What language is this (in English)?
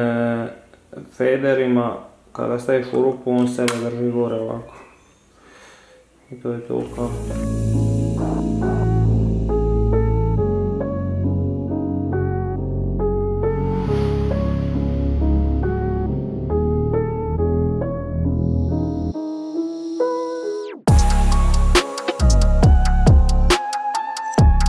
Croatian